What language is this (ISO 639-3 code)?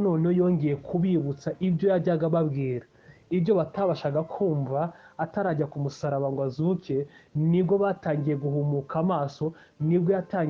kin